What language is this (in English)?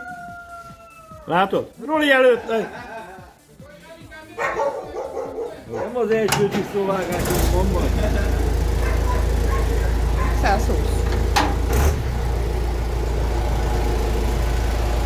Hungarian